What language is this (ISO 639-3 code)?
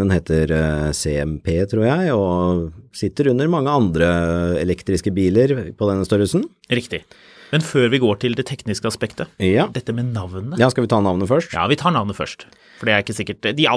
nor